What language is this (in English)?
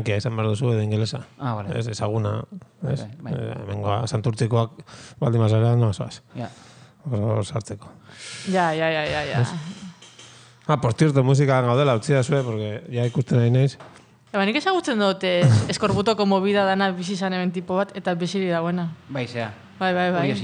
Basque